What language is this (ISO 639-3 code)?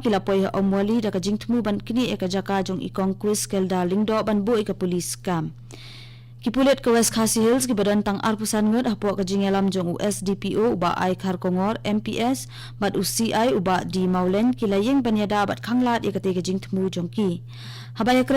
kha